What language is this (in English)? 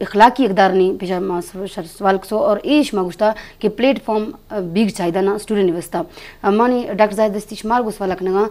Eastern Balochi